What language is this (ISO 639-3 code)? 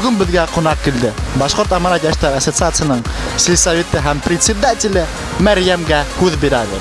bak